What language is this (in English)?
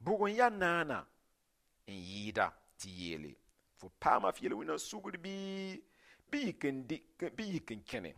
Mossi